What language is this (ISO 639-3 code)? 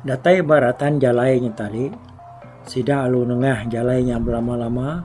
iba